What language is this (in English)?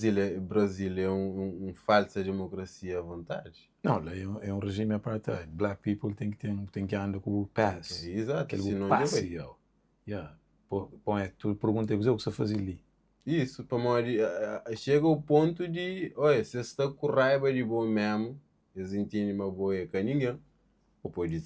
Kabuverdianu